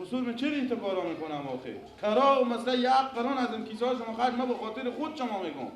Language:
Persian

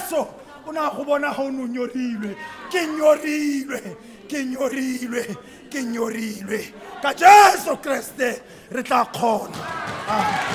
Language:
Tswana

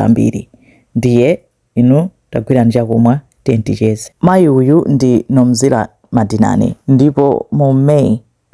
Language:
Nyanja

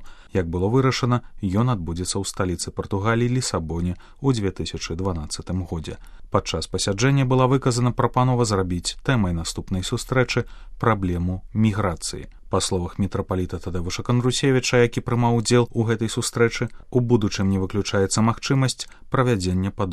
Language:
Belarusian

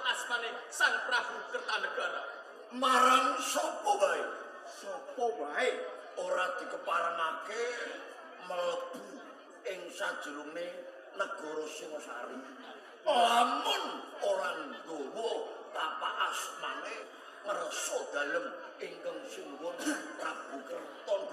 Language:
Javanese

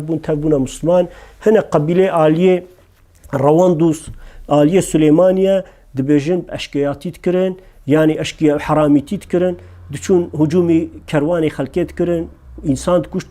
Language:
Kurdish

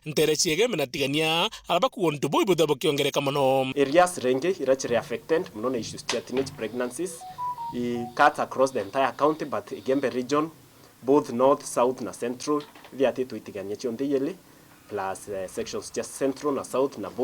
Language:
Meru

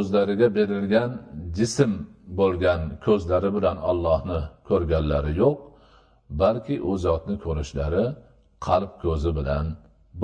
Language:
Uzbek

